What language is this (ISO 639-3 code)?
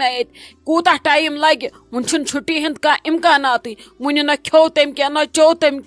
kas